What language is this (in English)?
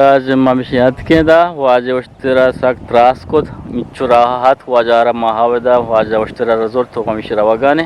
Eastern Balochi